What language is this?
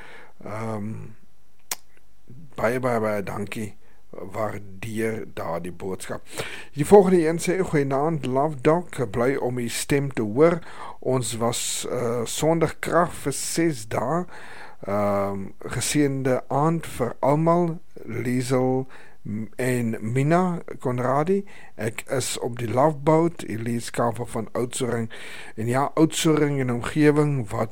Afrikaans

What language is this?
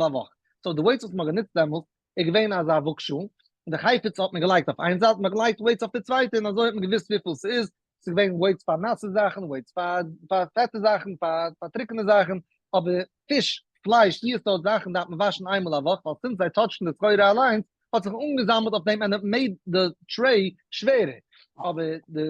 Yiddish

